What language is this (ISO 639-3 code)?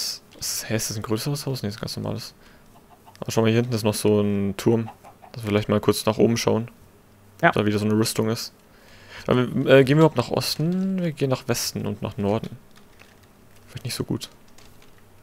deu